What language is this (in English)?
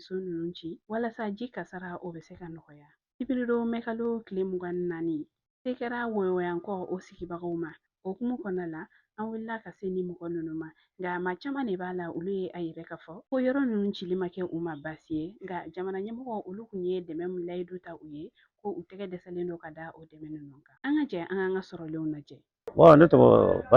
Bambara